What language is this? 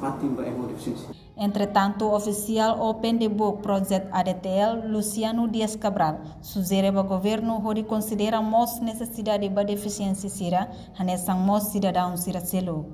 Tetum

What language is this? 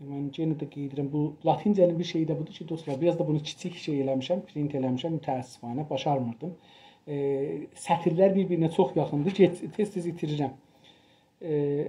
South Azerbaijani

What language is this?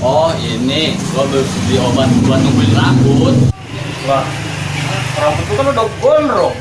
Betawi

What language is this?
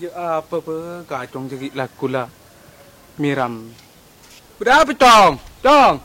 Madurese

